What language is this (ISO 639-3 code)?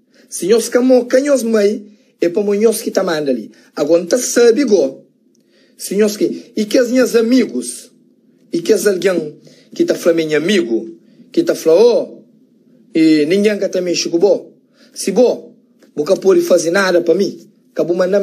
kea